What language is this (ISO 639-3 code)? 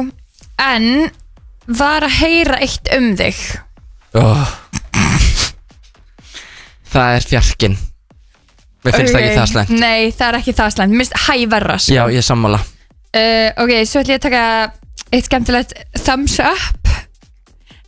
isl